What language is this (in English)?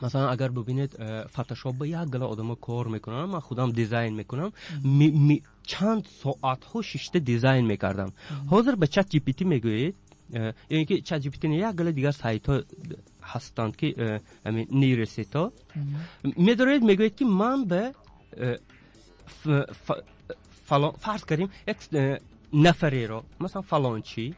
Tajik